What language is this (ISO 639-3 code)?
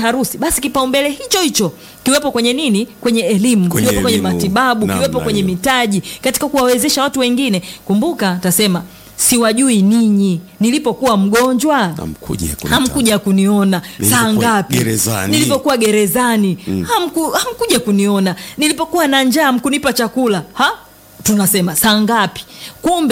swa